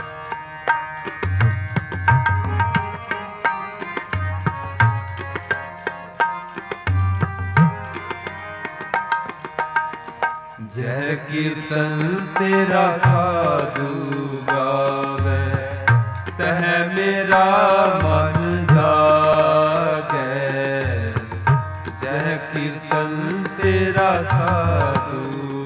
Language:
Punjabi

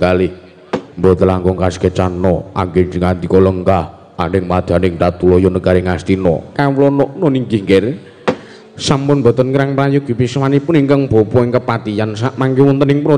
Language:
Javanese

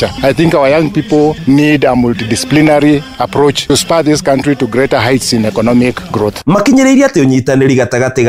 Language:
Kikuyu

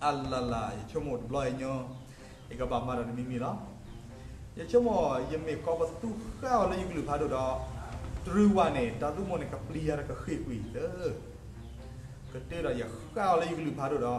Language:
S'gaw Karen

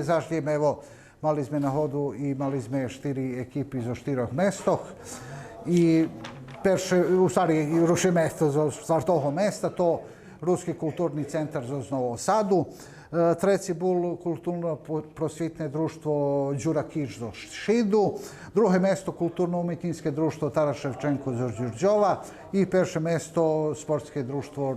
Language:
Rusyn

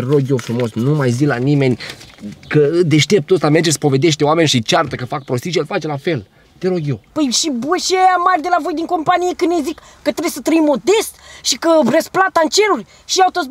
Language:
Romanian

